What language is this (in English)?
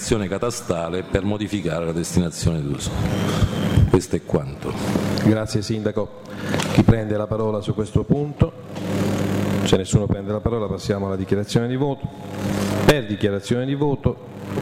Italian